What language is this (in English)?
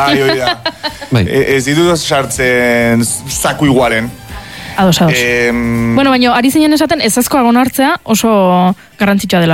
Basque